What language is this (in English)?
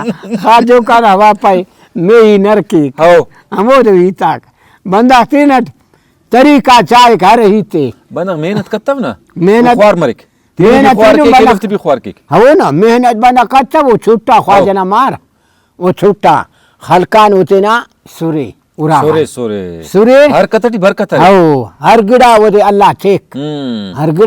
Brahui